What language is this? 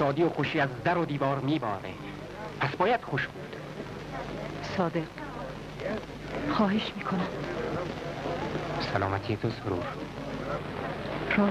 Persian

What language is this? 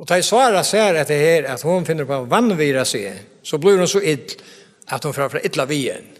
Faroese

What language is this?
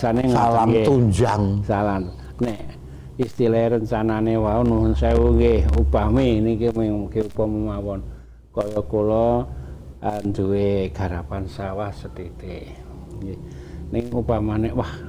Javanese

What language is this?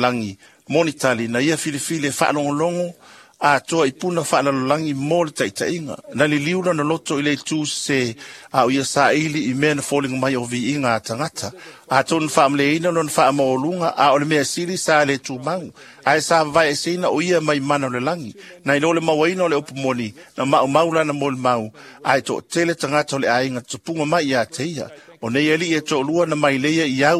Samoan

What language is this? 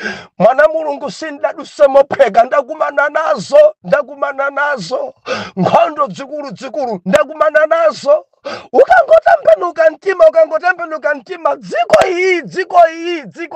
Nyanja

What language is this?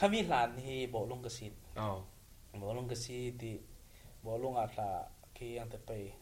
Falam Chin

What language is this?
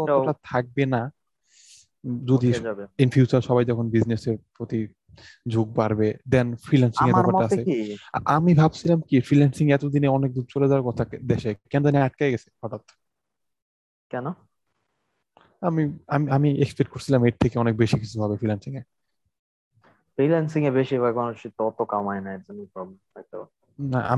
Bangla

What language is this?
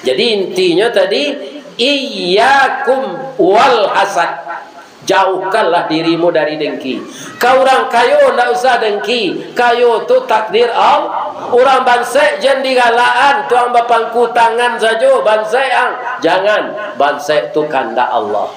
Minangkabau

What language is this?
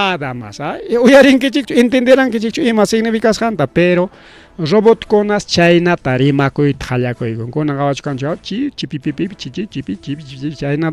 Ayacucho Quechua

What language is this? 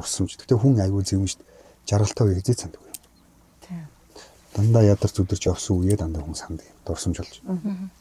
Mongolian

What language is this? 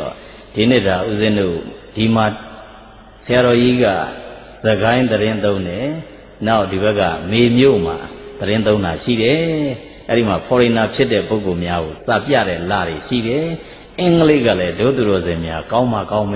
Burmese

